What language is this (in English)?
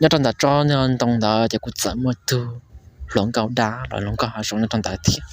Hmong